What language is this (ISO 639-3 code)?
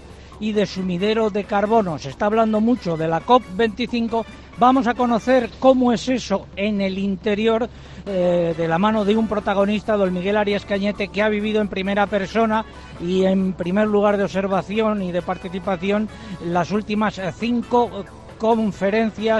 spa